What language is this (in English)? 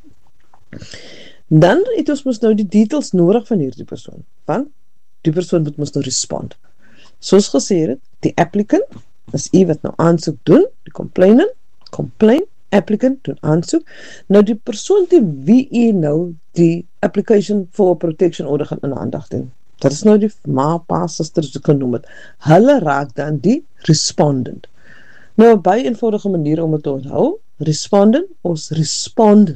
Afrikaans